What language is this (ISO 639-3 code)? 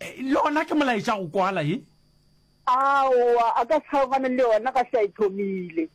nso